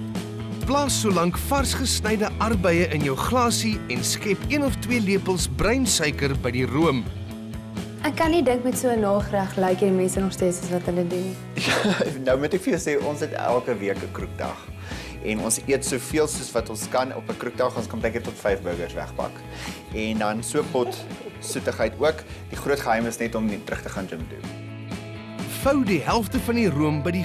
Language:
Afrikaans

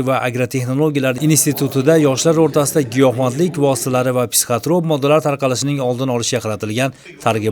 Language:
Uzbek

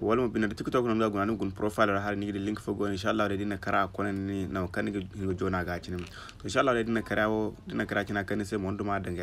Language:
Zarma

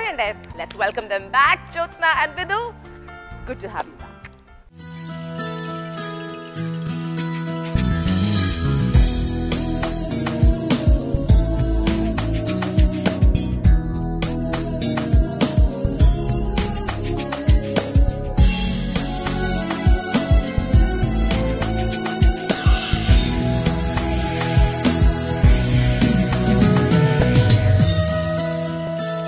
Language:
Malayalam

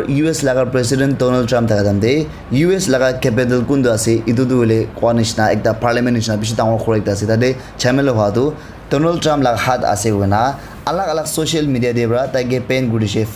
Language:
Naga Pidgin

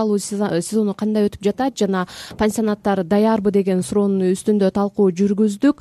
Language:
Kyrgyz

